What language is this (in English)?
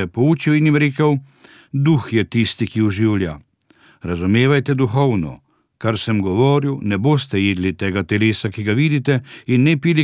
Slovenian